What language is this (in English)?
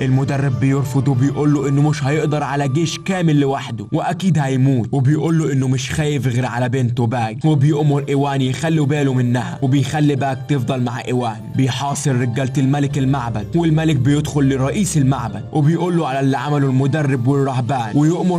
Egyptian Arabic